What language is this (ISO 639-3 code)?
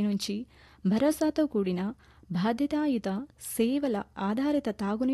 tel